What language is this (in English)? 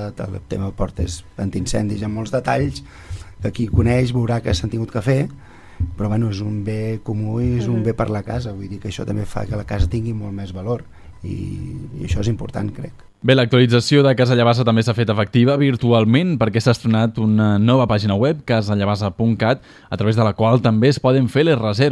Catalan